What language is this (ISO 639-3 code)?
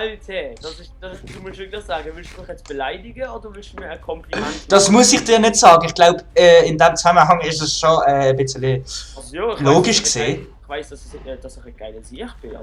gsw